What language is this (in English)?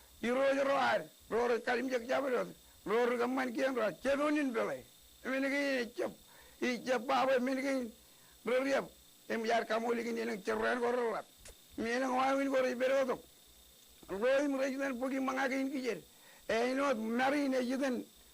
Marshallese